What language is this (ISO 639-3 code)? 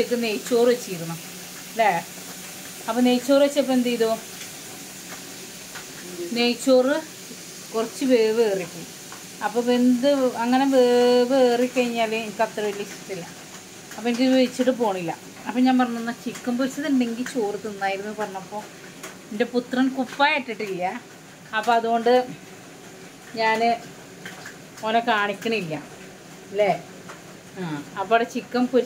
mal